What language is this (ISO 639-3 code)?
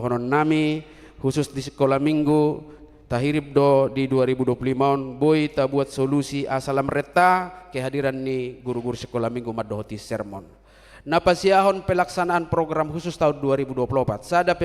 bbc